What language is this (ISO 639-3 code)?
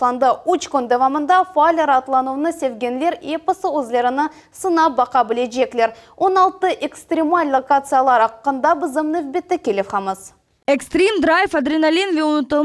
crh